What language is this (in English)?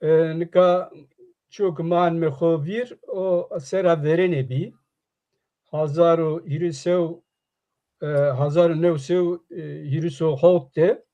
Zaza